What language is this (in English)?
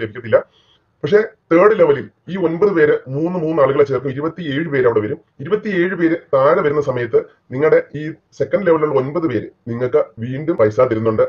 Malayalam